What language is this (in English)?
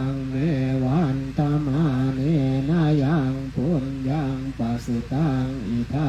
Pali